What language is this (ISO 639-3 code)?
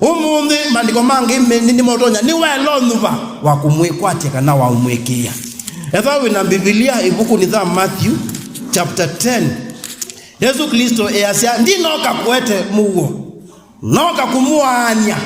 kam